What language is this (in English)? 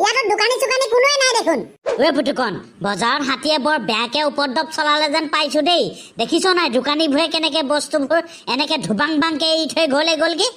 Assamese